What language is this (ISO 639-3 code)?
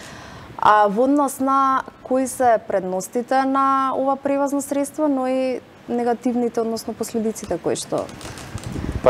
mkd